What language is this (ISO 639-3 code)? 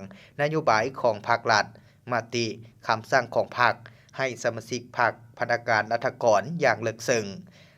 lao